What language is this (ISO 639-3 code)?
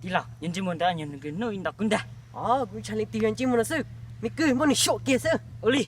hmn